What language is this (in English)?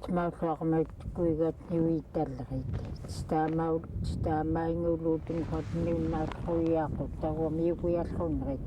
Central Yupik